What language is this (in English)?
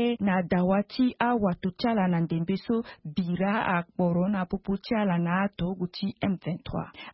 Sango